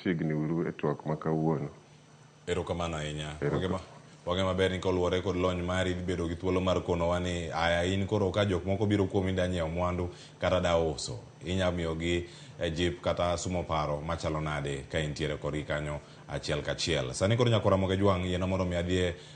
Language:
Luo (Kenya and Tanzania)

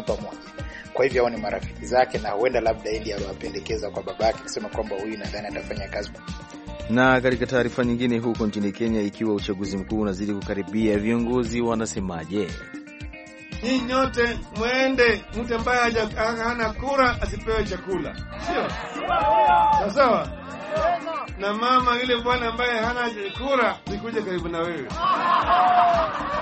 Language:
Swahili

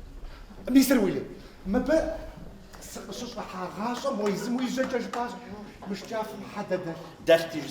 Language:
Kabardian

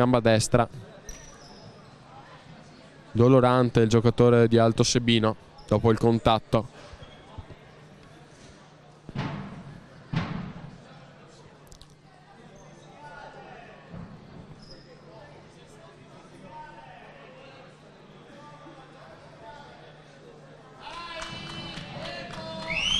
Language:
Italian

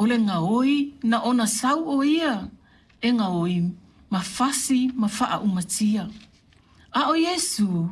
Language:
Samoan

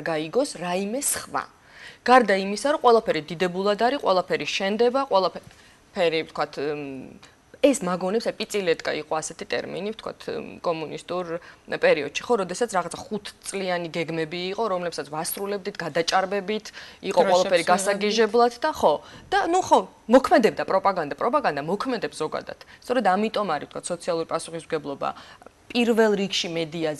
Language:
Georgian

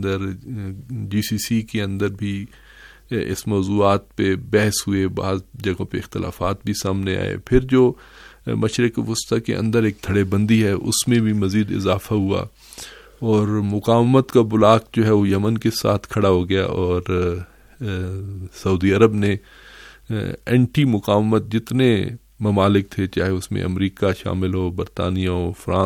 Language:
Urdu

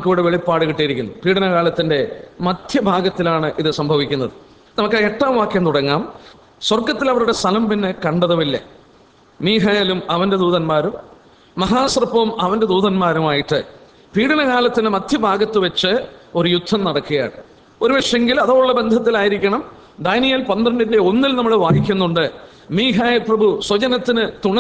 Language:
Malayalam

